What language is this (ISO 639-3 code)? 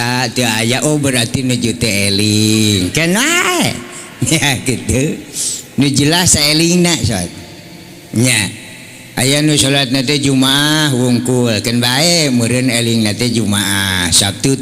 sun